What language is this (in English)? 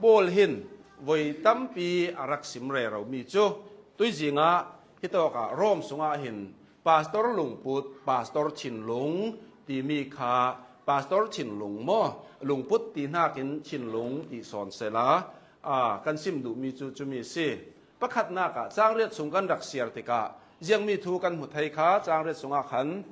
Hakha Chin